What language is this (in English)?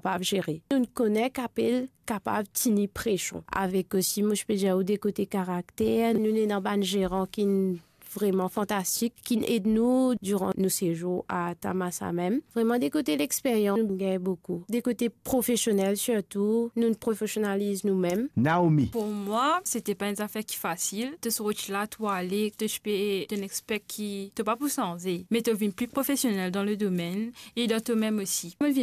Morisyen